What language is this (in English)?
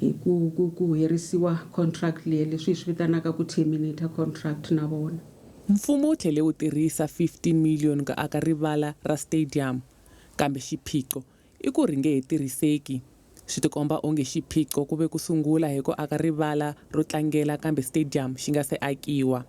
Tsonga